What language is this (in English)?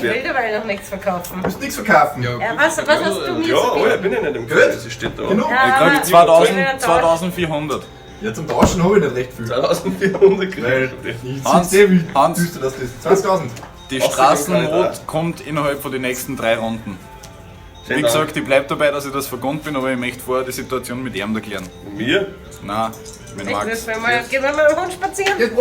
Bavarian